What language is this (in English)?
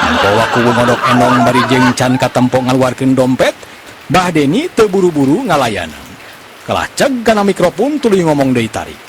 Sundanese